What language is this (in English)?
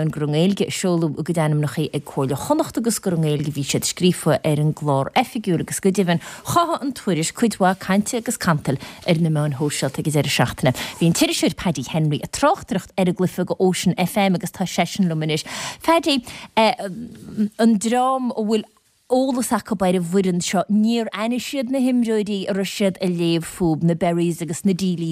Irish